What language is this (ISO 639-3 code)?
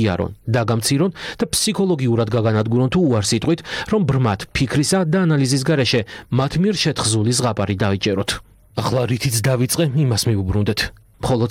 kat